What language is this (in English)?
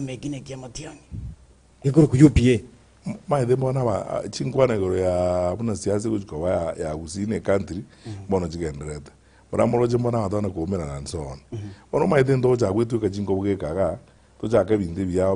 Gusii